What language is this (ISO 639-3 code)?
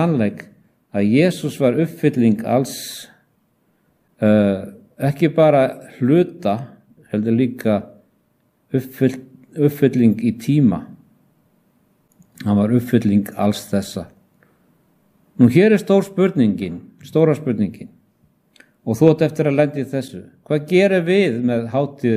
isl